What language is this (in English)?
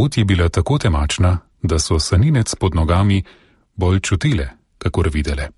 Slovenian